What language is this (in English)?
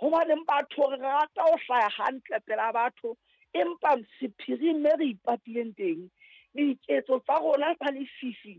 Southern Sotho